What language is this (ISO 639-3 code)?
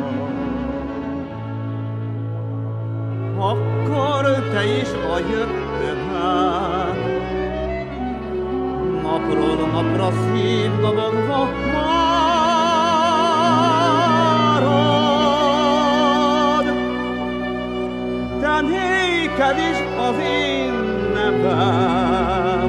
hun